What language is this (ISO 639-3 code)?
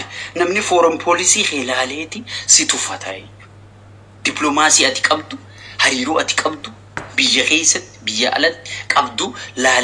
orm